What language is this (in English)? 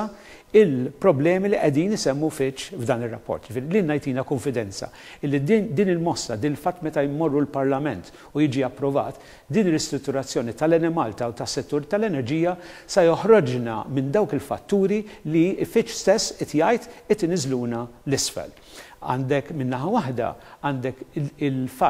Maltese